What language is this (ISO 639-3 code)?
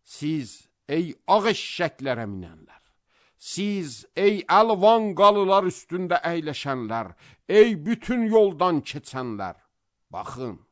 aze